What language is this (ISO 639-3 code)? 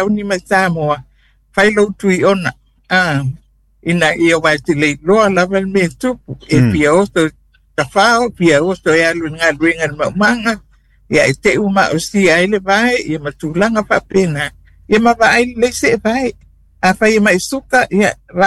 smo